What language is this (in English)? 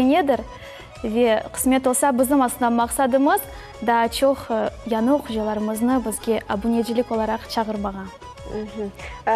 Crimean Tatar